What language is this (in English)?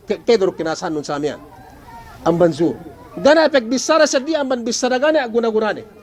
Yakan